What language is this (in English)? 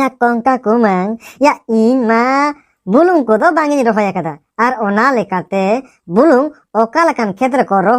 Santali